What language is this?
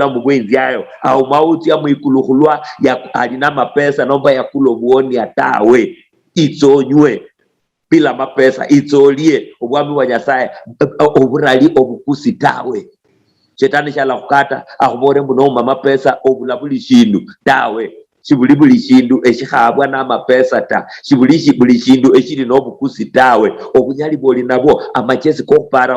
Luyia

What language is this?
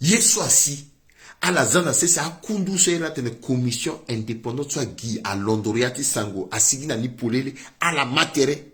Sango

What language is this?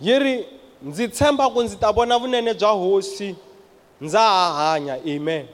Tsonga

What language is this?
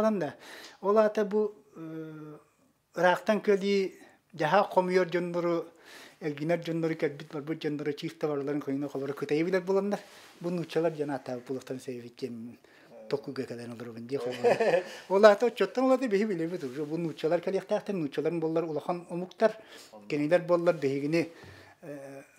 Yakut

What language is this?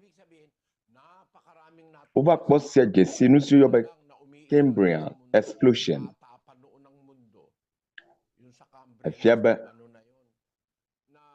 Ewe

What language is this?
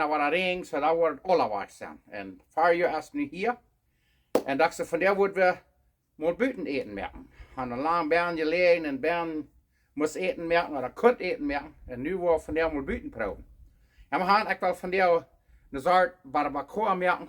Plautdietsch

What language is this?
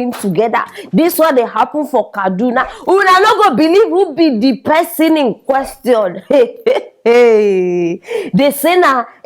Nigerian Pidgin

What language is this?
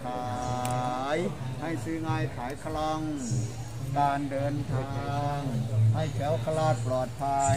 Thai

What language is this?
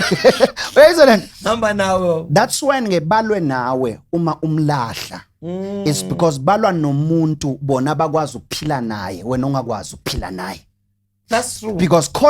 Zulu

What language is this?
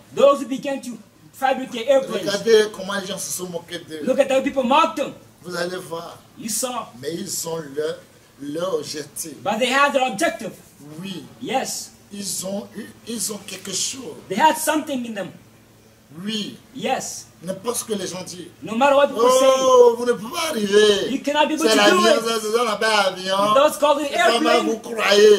French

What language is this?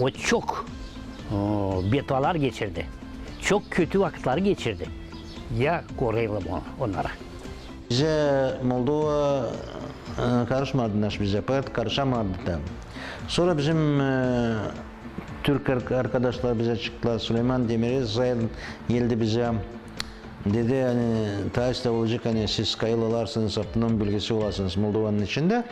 Gagauz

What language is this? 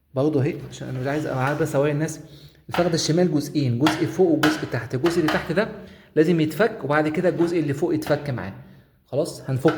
Egyptian Arabic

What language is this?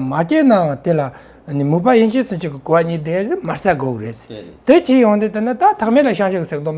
Tibetan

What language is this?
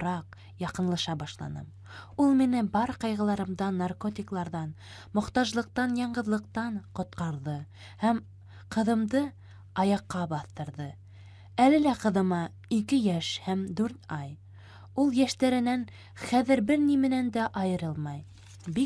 Bashkir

